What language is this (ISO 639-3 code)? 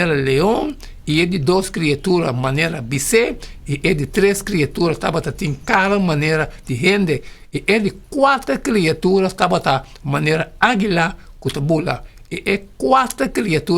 pap